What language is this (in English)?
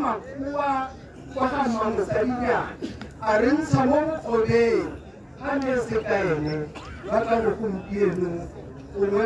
Tswana